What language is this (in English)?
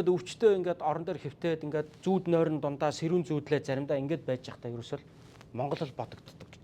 Mongolian